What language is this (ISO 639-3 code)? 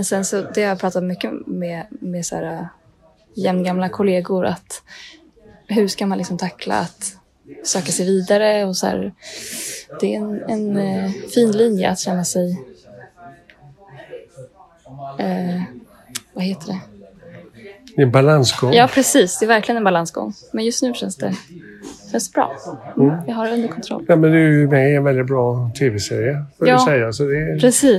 swe